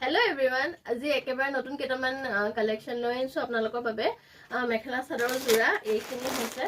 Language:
Assamese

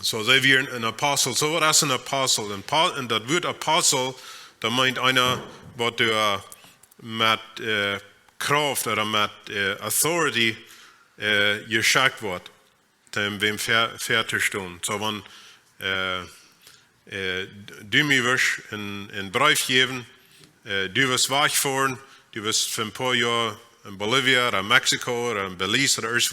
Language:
Plautdietsch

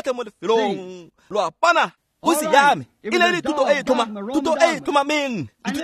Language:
Tswana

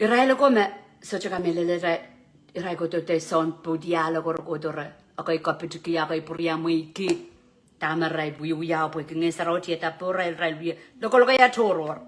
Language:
Pohnpeian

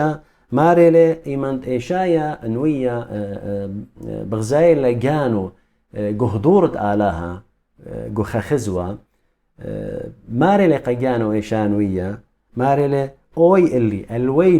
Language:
Assyrian Neo-Aramaic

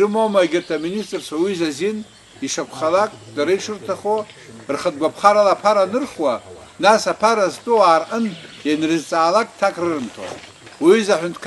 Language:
Abkhazian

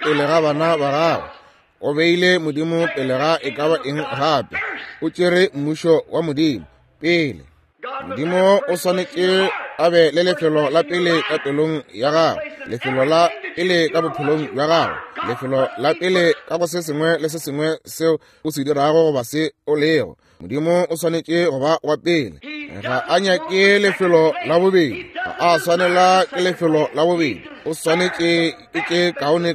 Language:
Northern Sotho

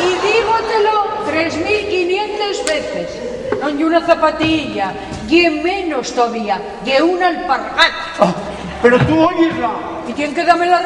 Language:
Asturian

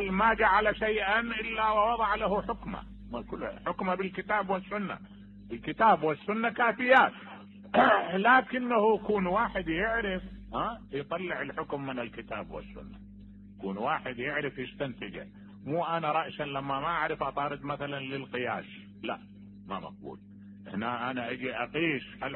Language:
Mesopotamian Arabic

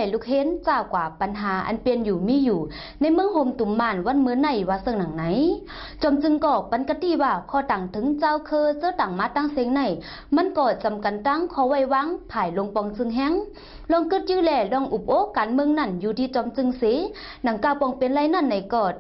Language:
Shan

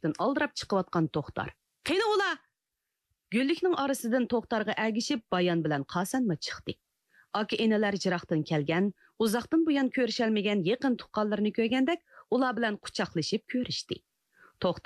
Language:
Uyghur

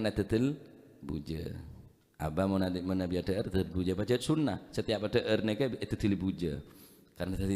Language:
Madurese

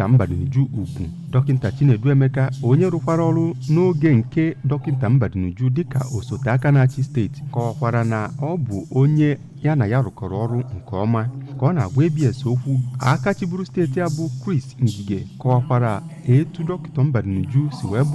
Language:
Igbo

